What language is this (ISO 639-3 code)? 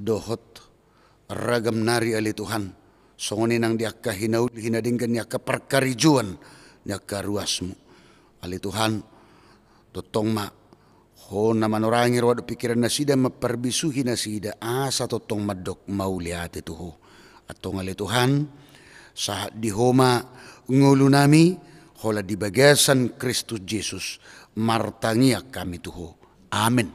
bbc